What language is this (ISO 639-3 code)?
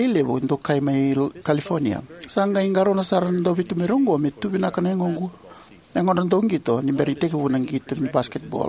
fij